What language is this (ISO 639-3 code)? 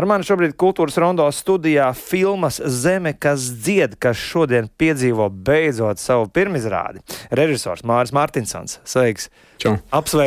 lav